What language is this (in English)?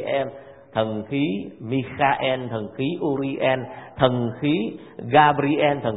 Vietnamese